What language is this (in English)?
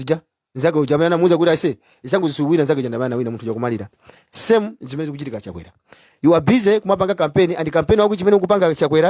Nyanja